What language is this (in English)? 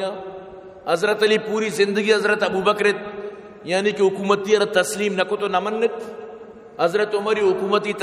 Baluchi